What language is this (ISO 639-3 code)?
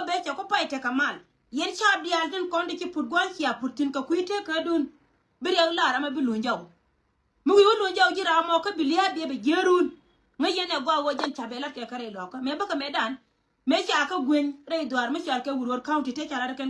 nus